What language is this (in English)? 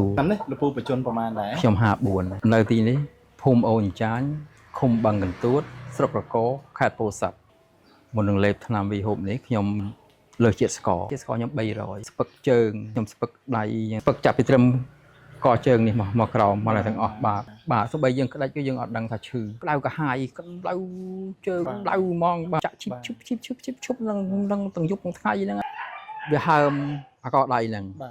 Khmer